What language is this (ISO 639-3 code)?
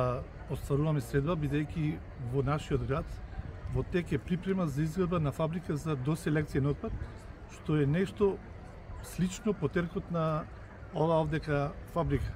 mkd